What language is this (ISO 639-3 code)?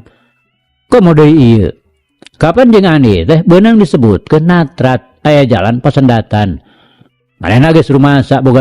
sun